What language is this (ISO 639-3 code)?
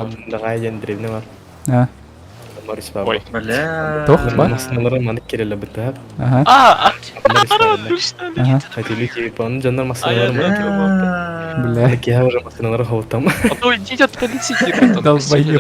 sah